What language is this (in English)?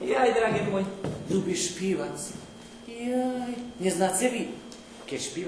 Rusyn